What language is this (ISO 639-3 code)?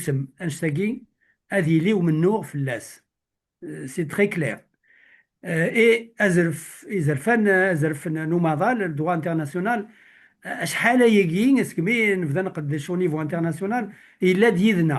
kab